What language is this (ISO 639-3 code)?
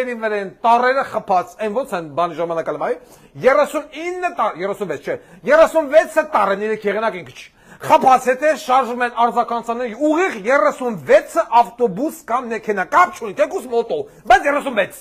hye